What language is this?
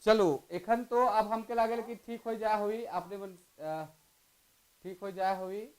Sadri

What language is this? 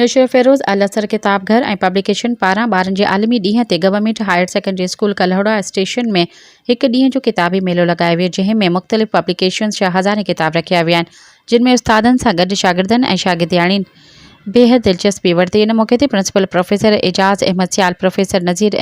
Sindhi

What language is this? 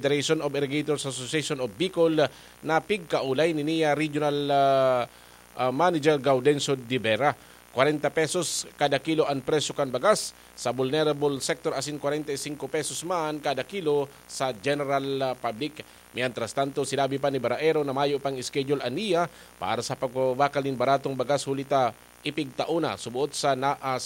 Bikol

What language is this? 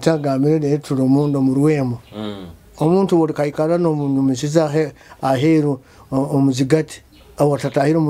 Nyoro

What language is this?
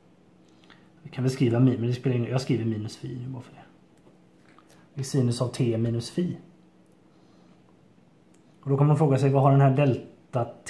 Swedish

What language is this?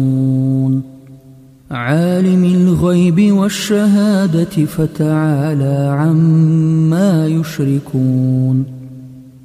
Arabic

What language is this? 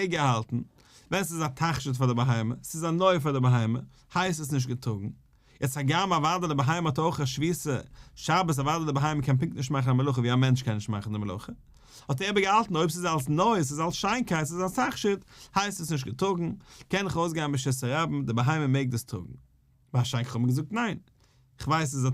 Yiddish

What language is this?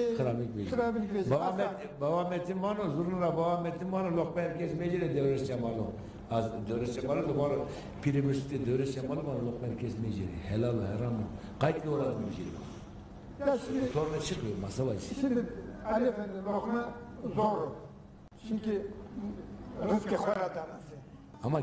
Zaza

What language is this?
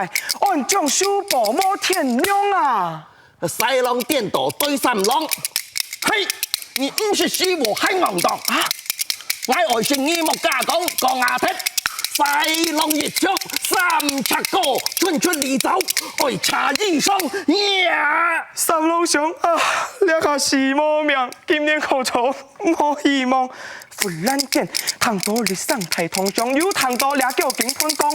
Hakka Chinese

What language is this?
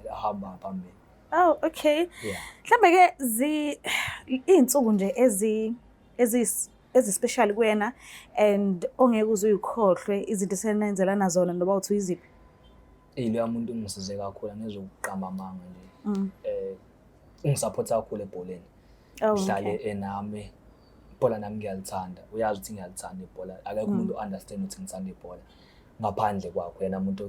Zulu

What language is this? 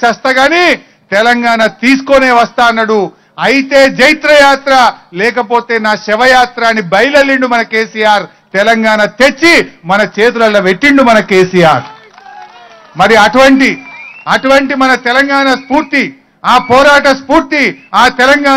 Telugu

